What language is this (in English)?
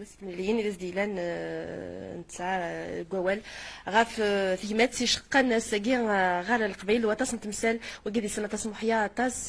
Kabyle